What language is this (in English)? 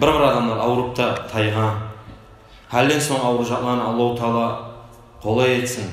Kumyk